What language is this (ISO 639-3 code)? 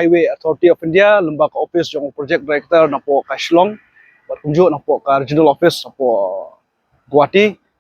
kha